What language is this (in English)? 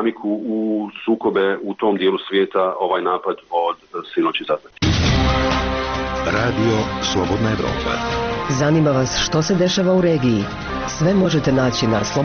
Bosnian